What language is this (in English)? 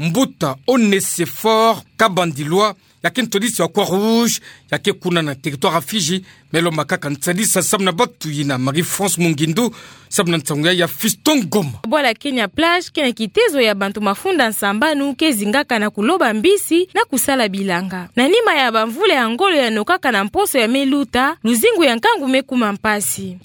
Kituba (Democratic Republic of Congo)